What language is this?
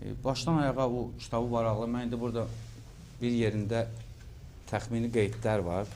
Azerbaijani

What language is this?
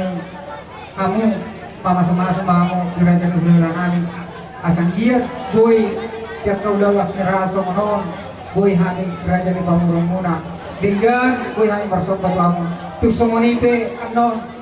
Batak Toba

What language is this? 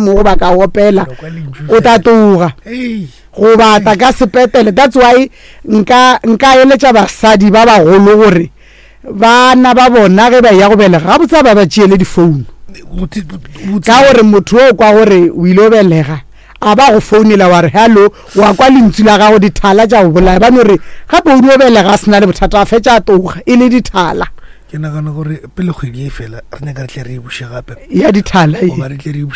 Northern Sotho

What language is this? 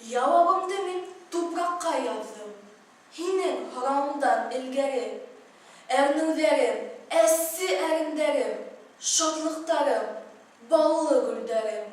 Bashkir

